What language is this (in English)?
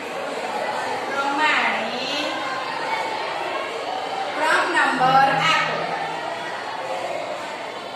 Gujarati